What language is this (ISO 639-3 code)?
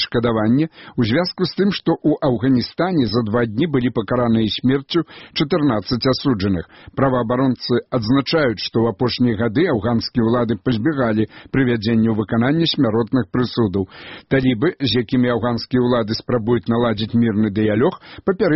bel